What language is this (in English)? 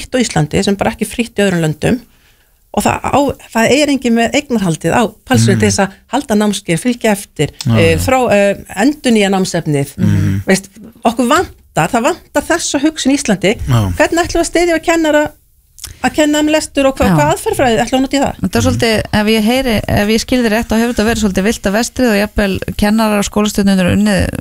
Icelandic